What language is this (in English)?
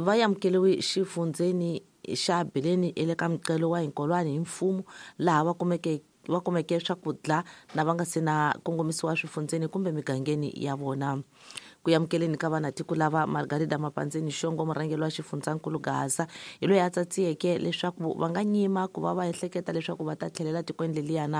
Tsonga